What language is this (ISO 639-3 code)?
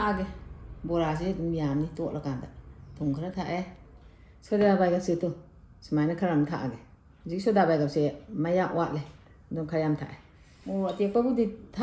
mni